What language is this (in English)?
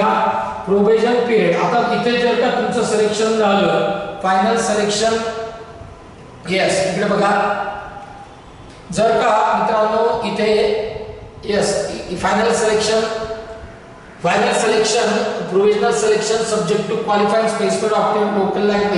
Marathi